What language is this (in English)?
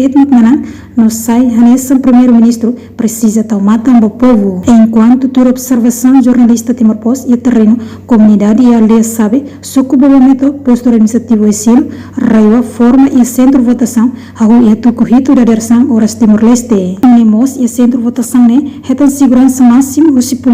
Tetum